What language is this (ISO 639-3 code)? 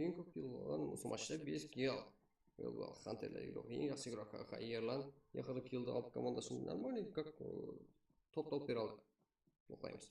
kaa